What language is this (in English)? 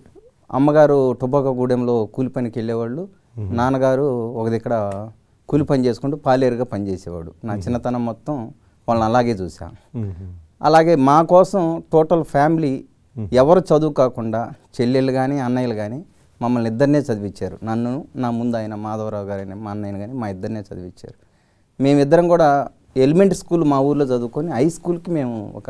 Telugu